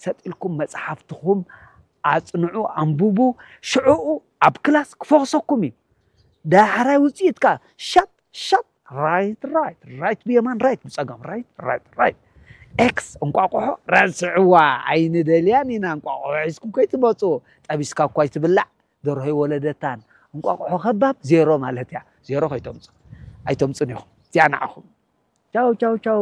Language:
Tigrinya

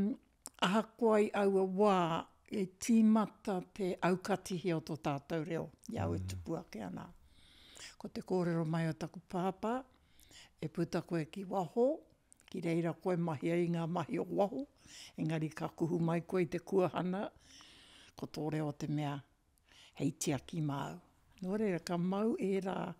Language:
Māori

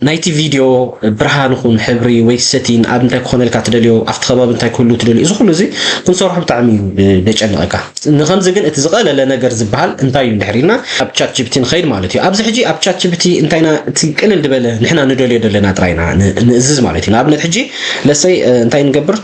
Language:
Tigrinya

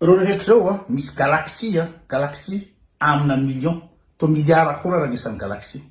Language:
Malagasy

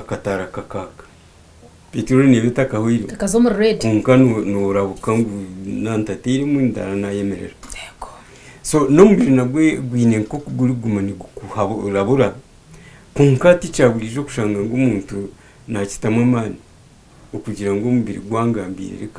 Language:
Nyankole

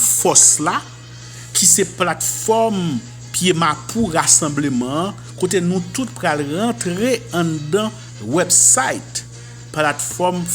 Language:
Haitian Creole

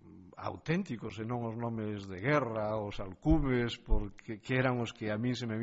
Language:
Galician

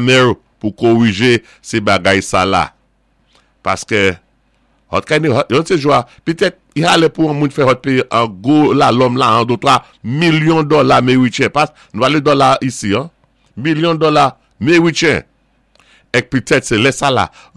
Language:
Saint Lucian Creole French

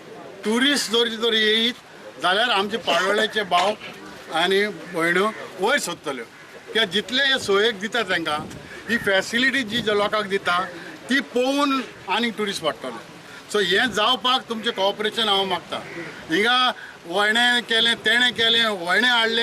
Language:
Konkani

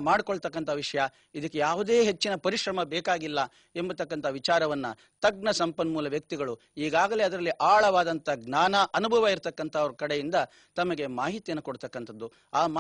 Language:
Kannada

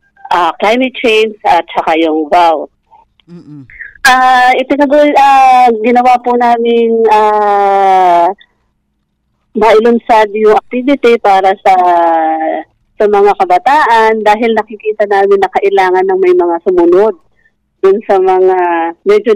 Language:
Filipino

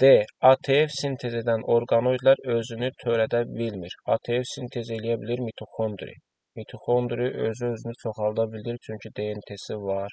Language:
Azerbaijani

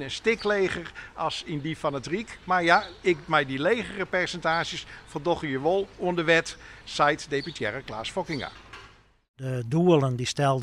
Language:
Western Frisian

